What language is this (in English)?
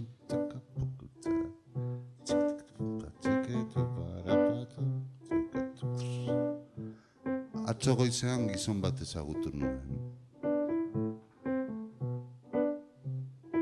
Basque